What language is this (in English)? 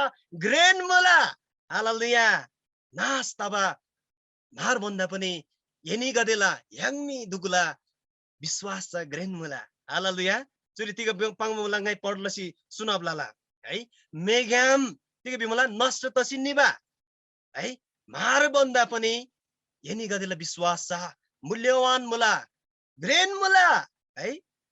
Eastern Tamang